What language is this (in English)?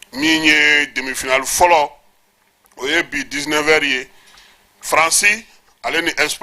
Bambara